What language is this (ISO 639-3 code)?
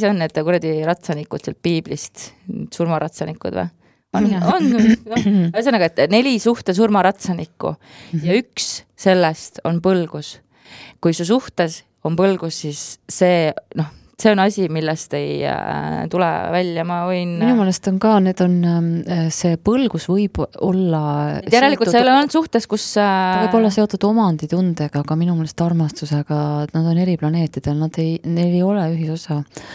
est